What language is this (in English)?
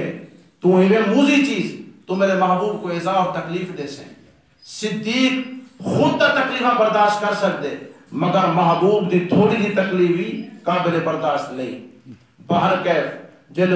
Saraiki